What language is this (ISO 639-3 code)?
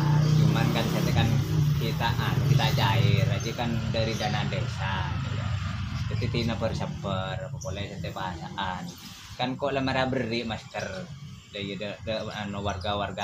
mad